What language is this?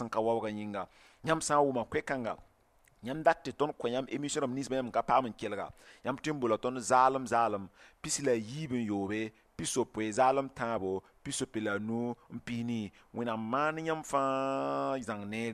Mossi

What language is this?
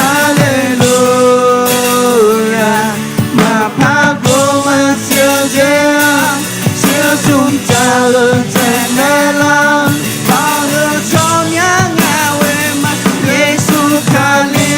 Akha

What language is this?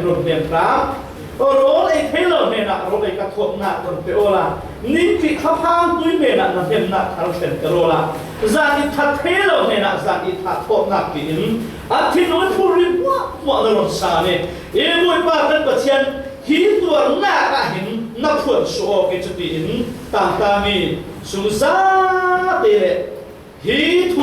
Falam Chin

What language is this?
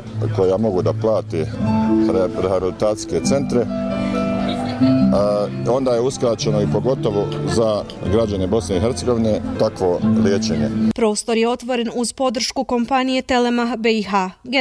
Bosnian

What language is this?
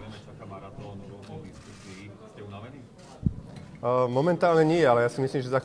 Slovak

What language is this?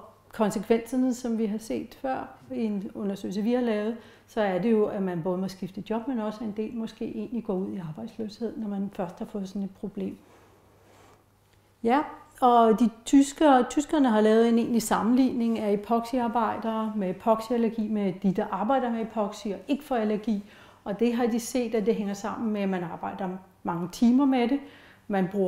Danish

